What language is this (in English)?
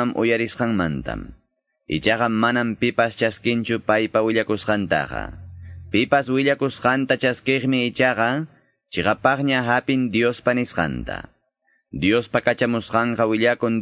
Quechua